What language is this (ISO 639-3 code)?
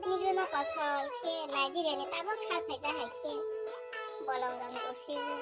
trp